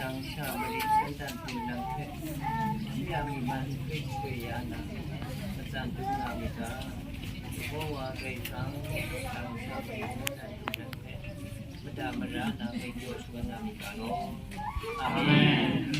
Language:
Kachin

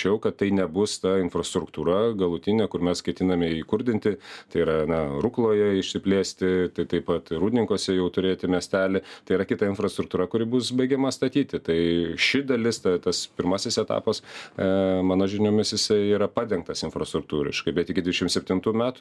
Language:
Lithuanian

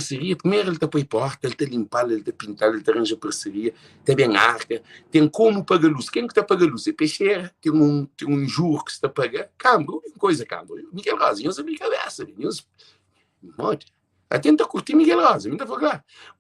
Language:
Kabuverdianu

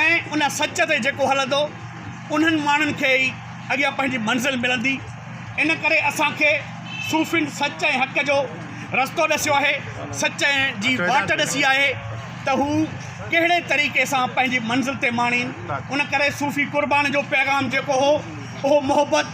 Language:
Sindhi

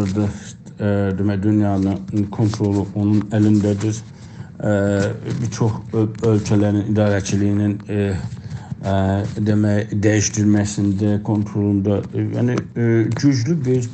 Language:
South Azerbaijani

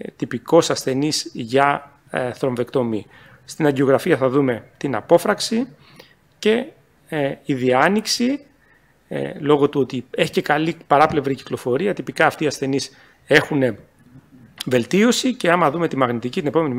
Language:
Greek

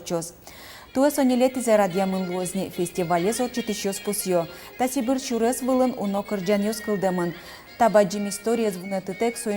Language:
Udmurt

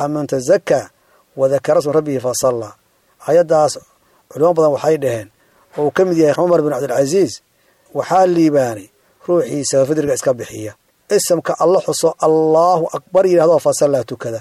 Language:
Somali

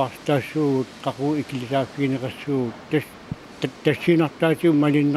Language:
Kalaallisut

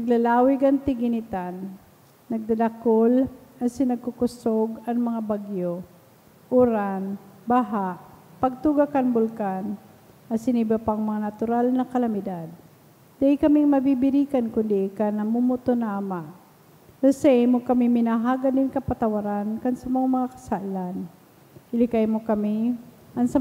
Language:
Bikol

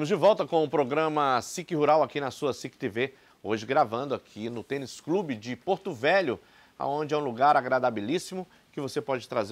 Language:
Portuguese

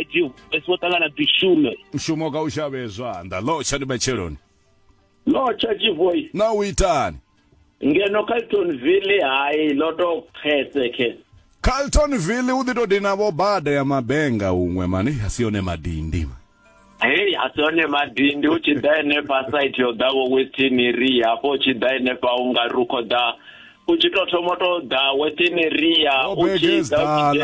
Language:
Venda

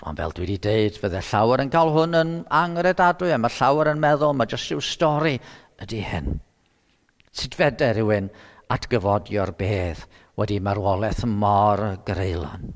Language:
Welsh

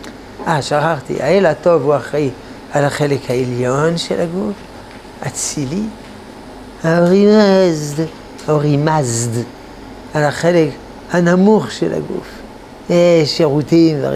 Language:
Hebrew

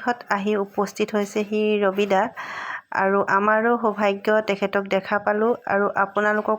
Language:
Assamese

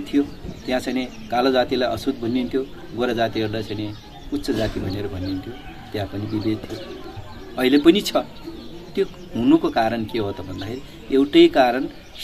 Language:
Nepali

